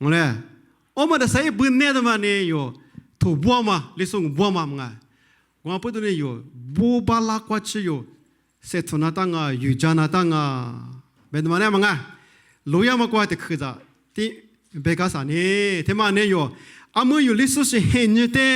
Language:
Lisu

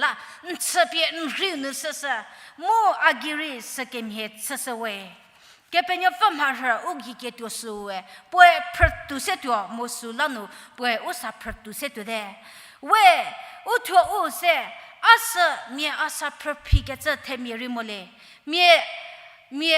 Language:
Angami Naga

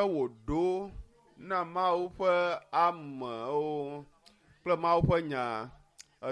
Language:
Ewe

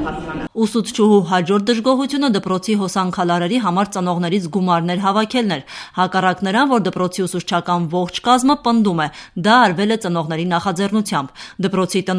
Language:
Armenian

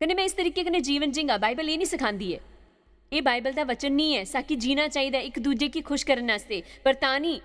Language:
Dogri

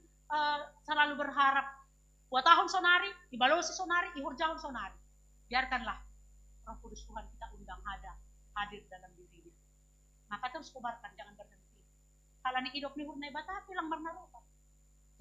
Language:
Batak Simalungun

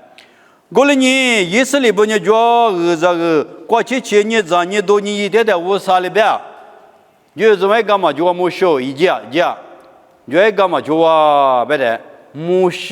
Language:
Lisu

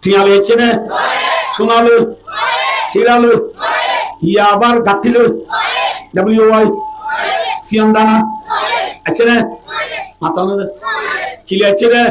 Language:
Rohingya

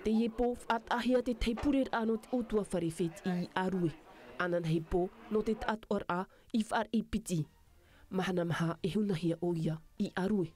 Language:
Tahitian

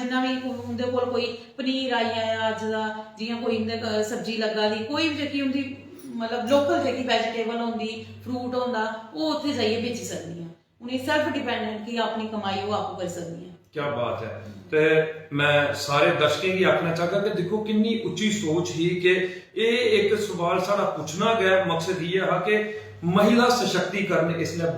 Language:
Dogri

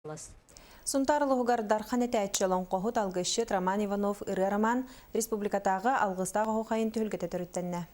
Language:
Yakut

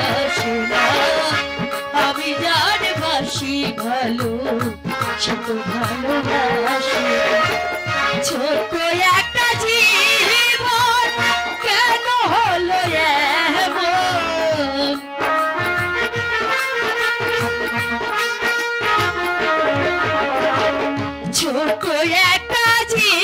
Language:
Bangla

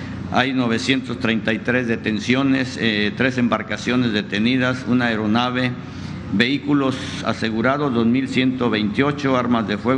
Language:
Spanish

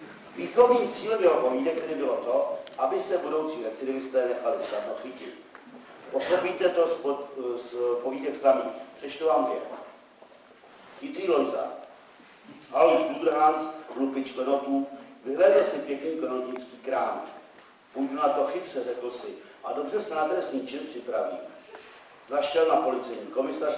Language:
Czech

